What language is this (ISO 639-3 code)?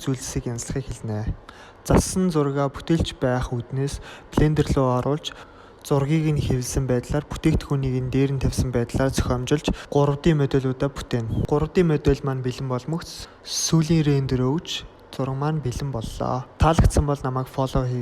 mon